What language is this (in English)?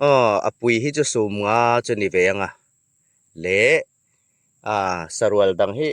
Hmar